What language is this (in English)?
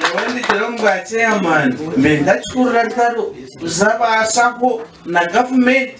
Nyankole